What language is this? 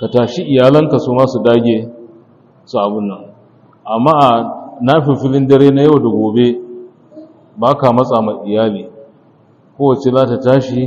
Hausa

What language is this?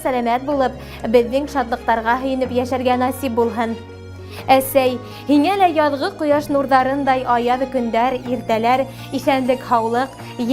Bashkir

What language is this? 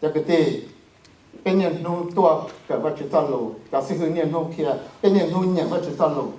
Hmong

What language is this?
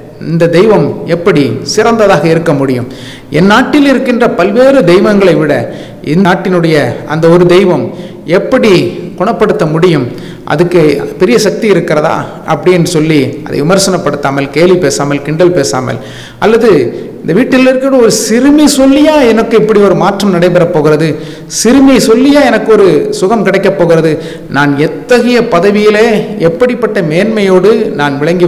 Tamil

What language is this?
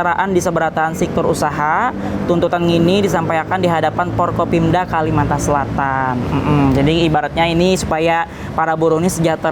Banjar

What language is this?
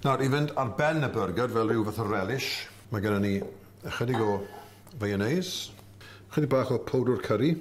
Welsh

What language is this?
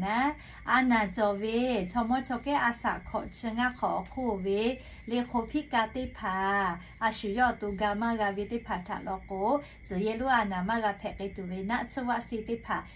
Lahu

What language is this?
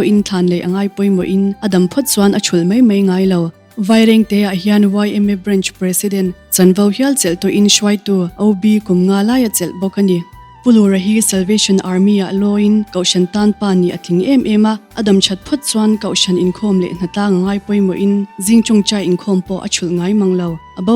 Mizo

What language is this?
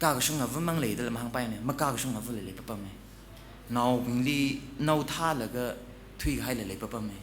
Tangkhul Naga (India)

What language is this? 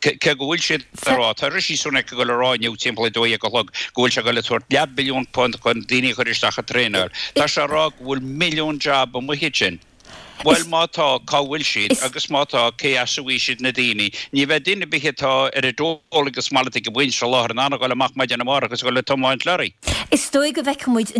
Irish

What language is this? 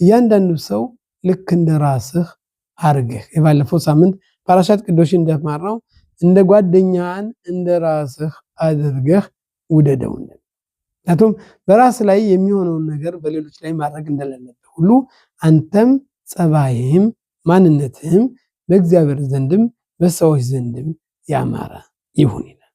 Amharic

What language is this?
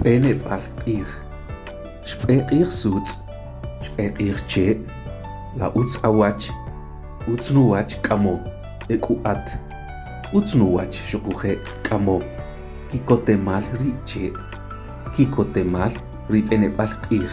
Kʼicheʼ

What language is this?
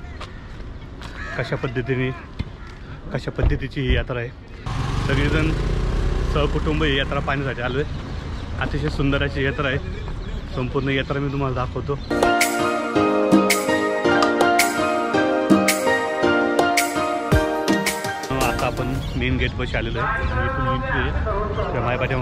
Marathi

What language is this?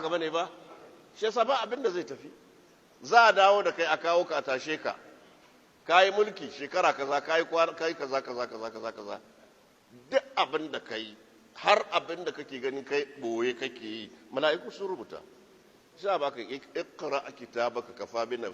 Hausa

